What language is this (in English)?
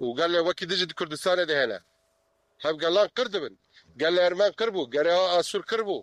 Kurdish